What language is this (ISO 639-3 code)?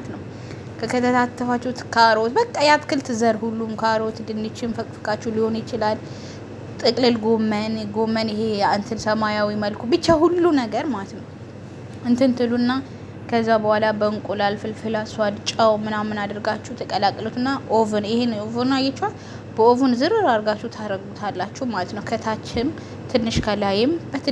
amh